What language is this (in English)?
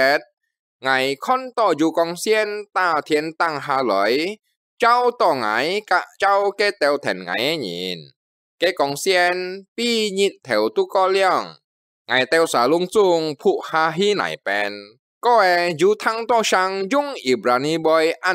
Hakka Chinese